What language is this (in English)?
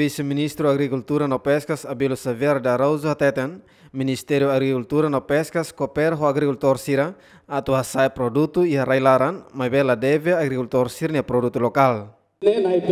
Tetum